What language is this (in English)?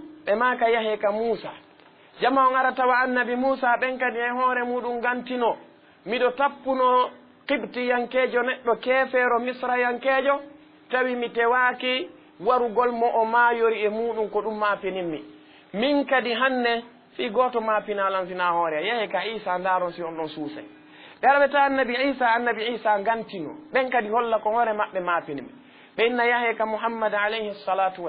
Fula